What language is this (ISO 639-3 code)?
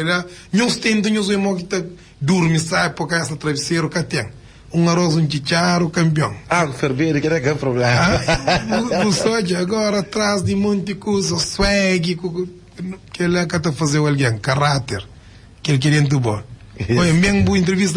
kea